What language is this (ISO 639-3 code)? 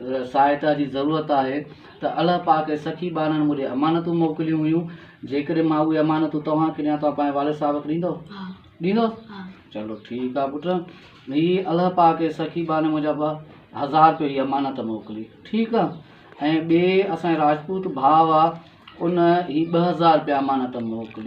snd